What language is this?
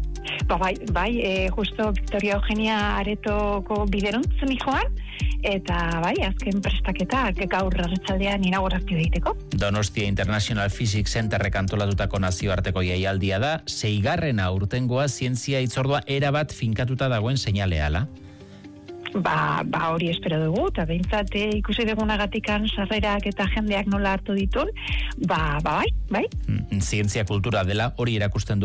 Basque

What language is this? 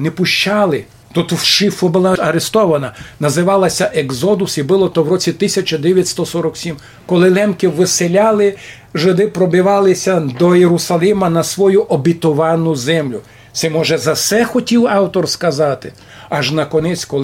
Rusyn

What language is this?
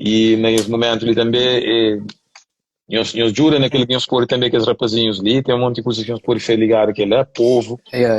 Kabuverdianu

